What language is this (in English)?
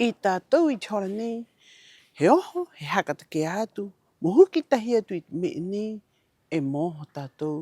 Rapanui